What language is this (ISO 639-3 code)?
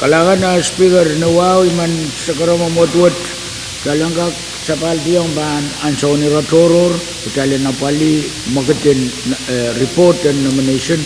pon